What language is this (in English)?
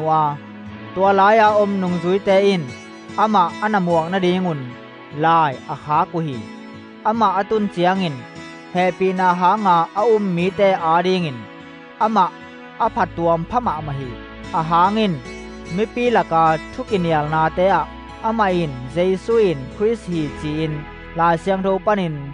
Tedim Chin